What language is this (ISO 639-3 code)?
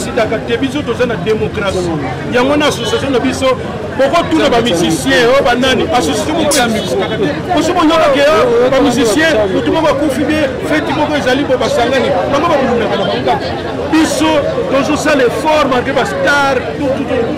lin